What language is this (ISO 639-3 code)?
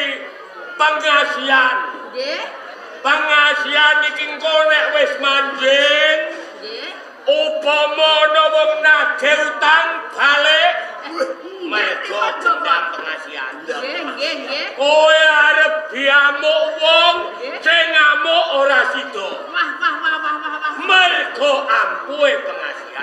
jav